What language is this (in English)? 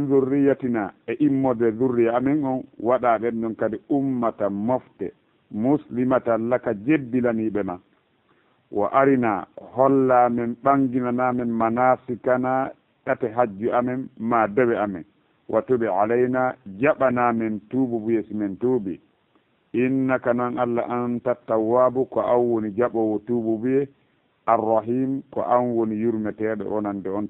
Fula